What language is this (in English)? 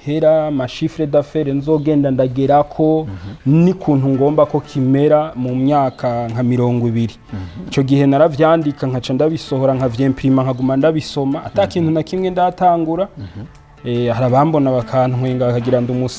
Rundi